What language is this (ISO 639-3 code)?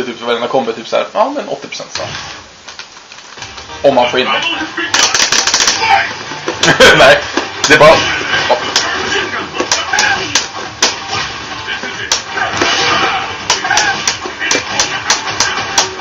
swe